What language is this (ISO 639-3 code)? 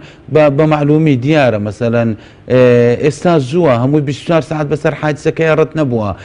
ckb